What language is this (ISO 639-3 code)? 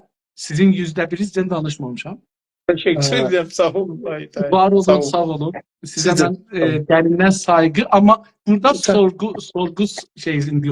azb